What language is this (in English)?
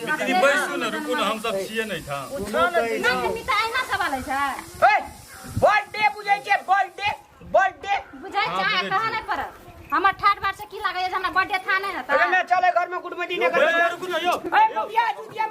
Maithili